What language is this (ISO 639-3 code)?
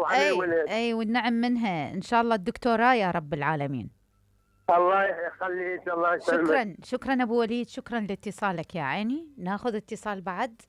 acm